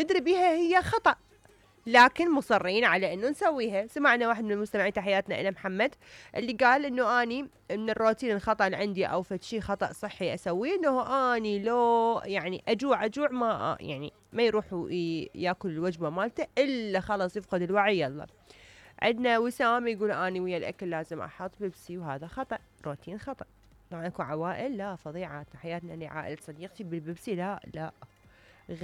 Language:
Mesopotamian Arabic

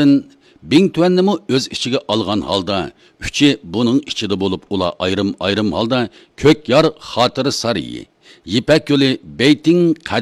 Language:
Uyghur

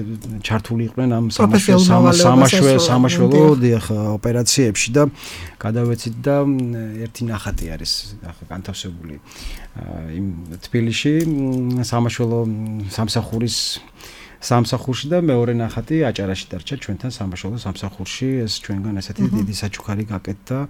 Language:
Georgian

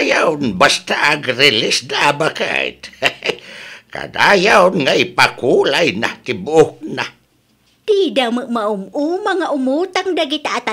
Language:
Iloko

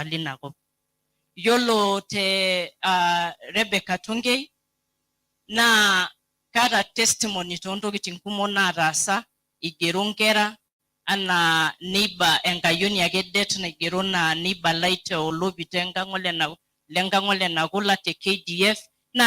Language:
Masai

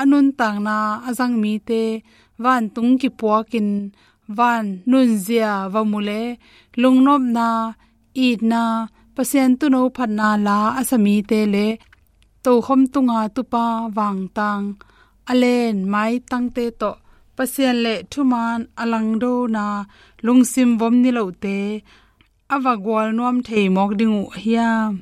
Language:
Tedim Chin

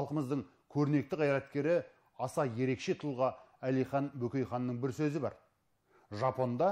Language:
Kazakh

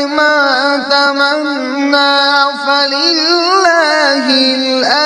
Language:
Kashmiri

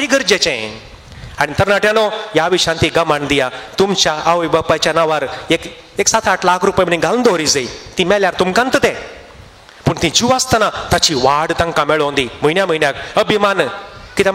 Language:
Konkani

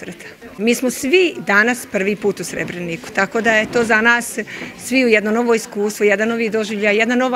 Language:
Bosnian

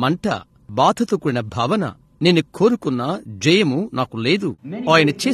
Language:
Telugu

